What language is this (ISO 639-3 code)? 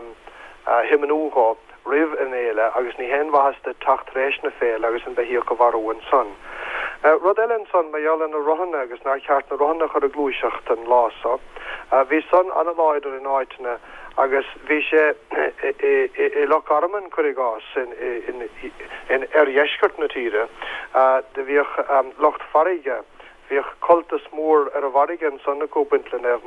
gle